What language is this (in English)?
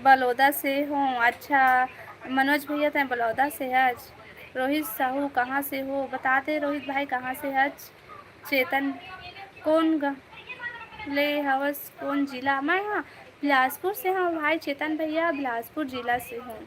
Chhattisgarhi